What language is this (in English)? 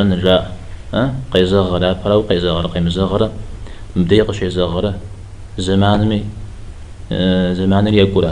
Kabardian